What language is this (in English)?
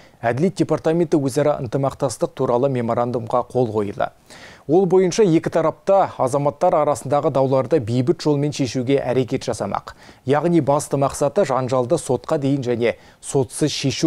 Kazakh